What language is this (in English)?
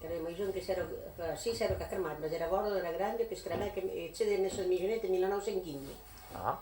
Occitan